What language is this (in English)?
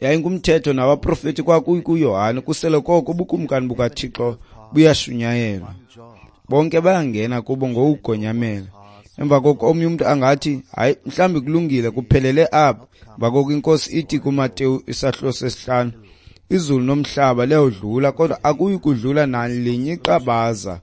Xhosa